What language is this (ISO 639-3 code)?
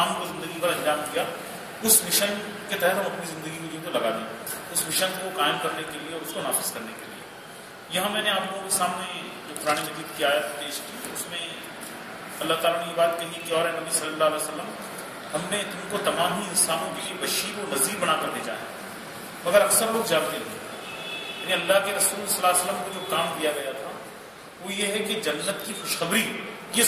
urd